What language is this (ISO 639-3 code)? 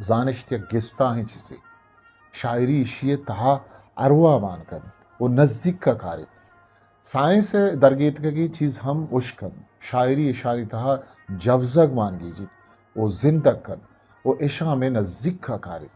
bgp